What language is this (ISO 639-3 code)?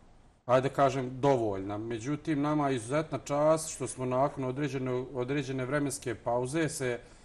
bos